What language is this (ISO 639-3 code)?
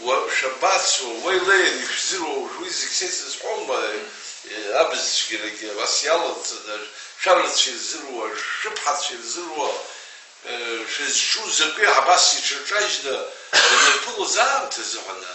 abk